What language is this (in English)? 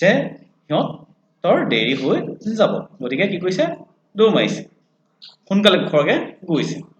Assamese